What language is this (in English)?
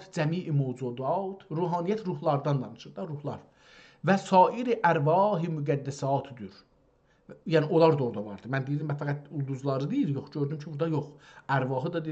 South Azerbaijani